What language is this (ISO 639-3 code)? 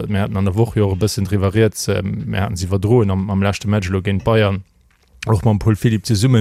ltz